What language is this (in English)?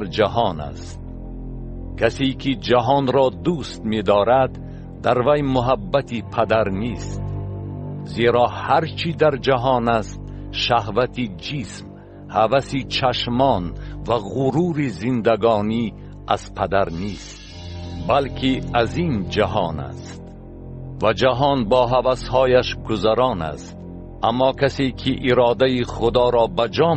Tajik